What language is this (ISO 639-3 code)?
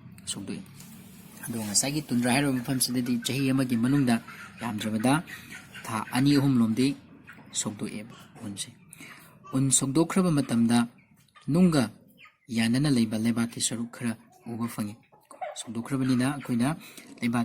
mni